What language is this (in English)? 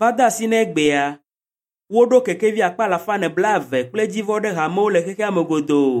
Ewe